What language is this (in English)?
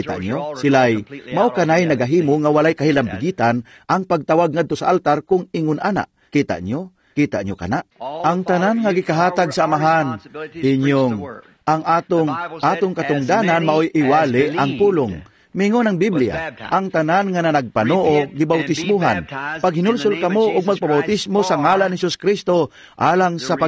Cebuano